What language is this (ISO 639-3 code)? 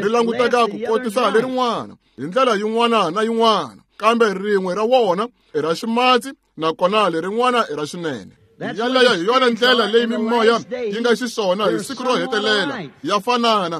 tso